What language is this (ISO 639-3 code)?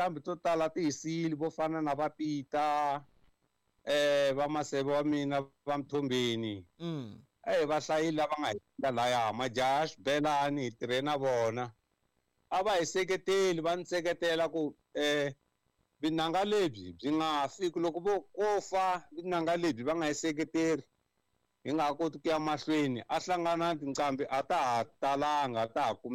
tso